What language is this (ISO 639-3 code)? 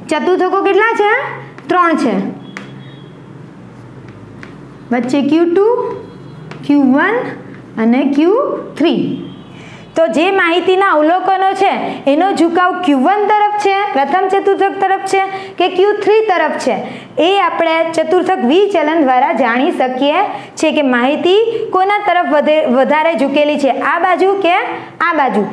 guj